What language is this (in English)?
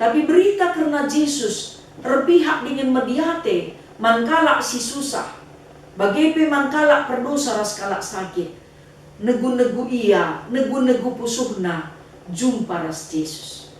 Batak Karo